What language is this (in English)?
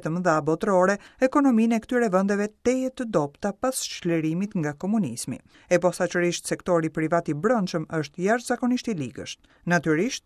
Albanian